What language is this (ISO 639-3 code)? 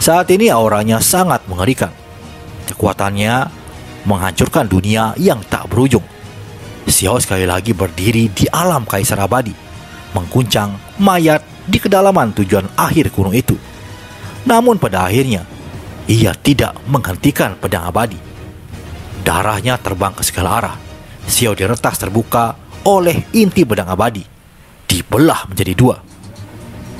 ind